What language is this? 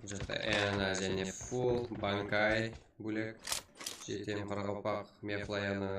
Kara-Kalpak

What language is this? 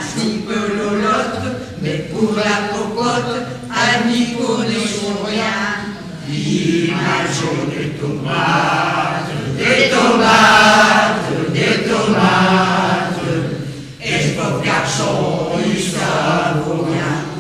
Picard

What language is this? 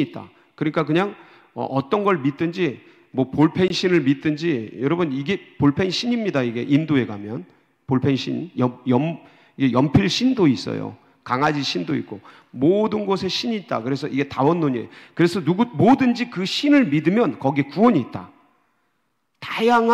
Korean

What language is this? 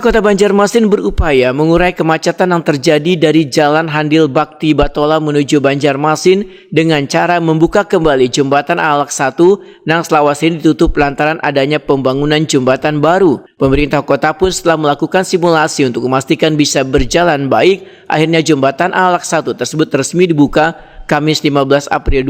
Banjar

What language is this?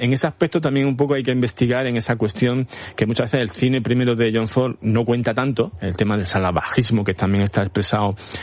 Spanish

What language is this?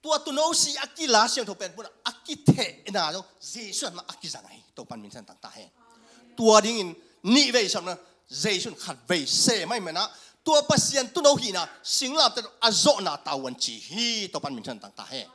Tedim Chin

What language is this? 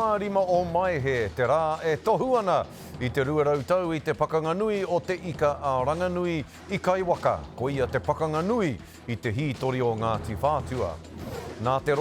Māori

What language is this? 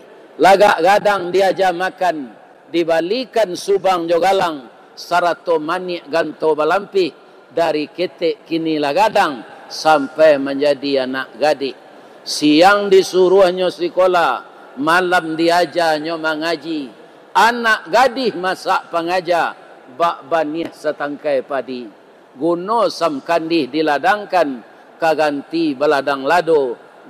Minangkabau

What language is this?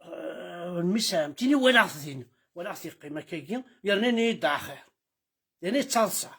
Kabyle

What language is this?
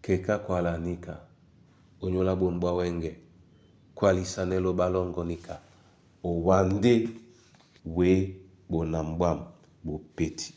Duala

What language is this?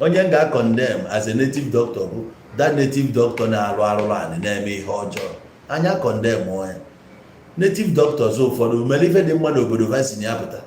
Igbo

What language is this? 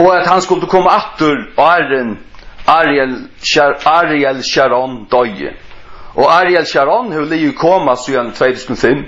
Faroese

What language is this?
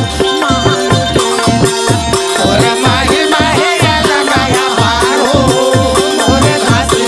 Chhattisgarhi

